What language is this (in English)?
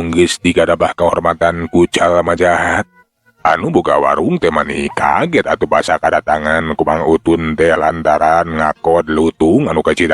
Sundanese